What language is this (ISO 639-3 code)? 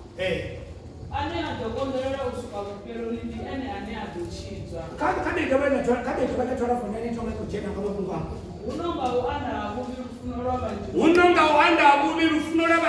ven